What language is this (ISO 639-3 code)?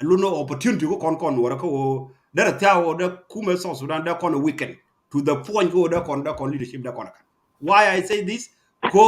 nus